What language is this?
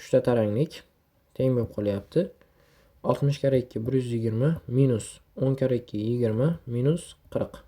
Uzbek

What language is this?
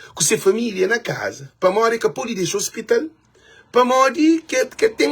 Kabuverdianu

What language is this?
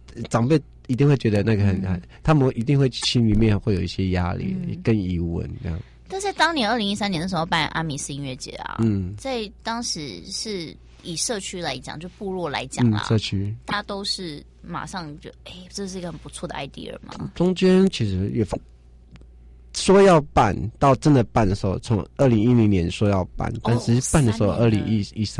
Chinese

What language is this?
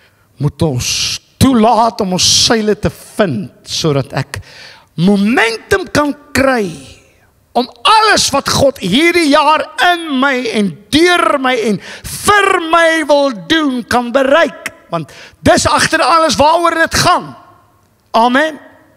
Afrikaans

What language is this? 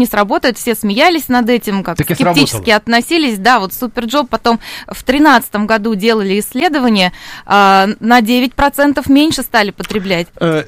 Russian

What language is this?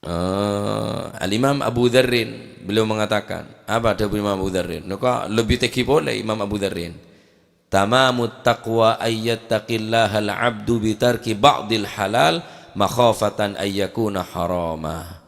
Madurese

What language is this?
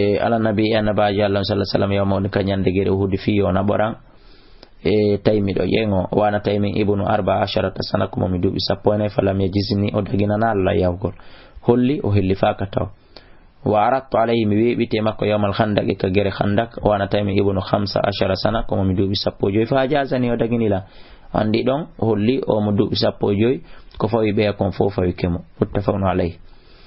Fula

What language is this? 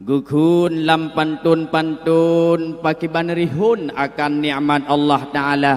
Achinese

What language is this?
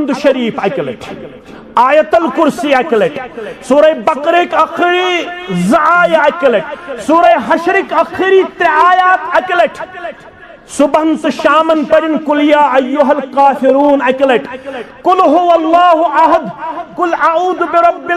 Kashmiri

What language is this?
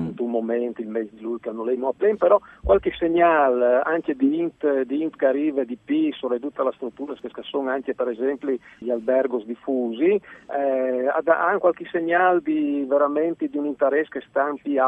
Friulian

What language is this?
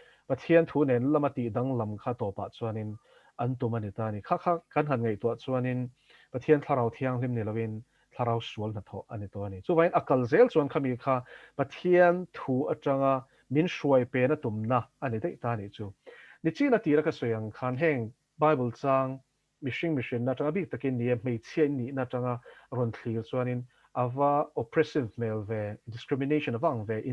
Mizo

